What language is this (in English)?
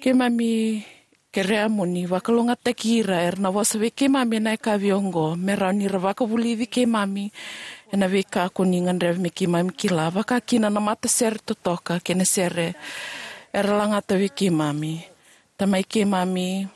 Fijian